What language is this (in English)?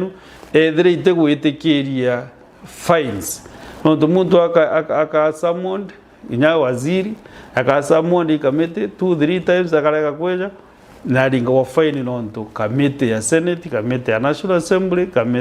Meru